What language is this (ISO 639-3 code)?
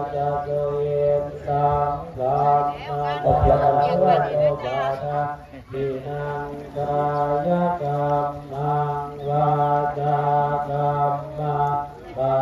pli